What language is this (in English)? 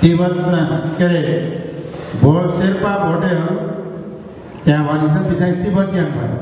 Nepali